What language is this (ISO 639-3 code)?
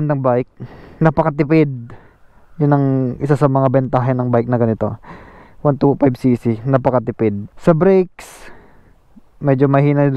fil